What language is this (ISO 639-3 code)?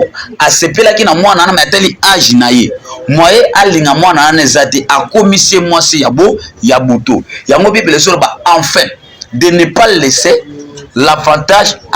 lin